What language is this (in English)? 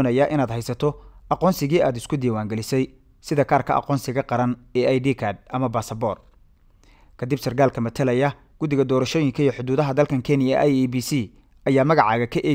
Somali